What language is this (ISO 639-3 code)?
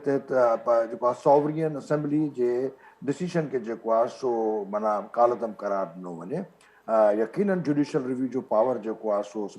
snd